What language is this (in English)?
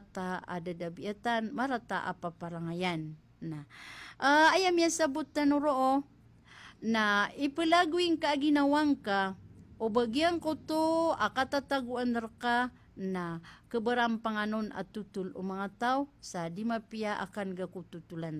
Maranao